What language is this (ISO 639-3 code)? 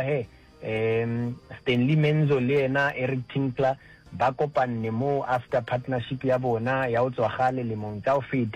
nso